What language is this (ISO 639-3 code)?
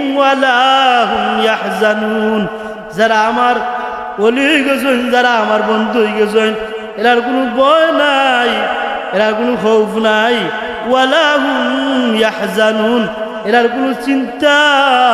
syl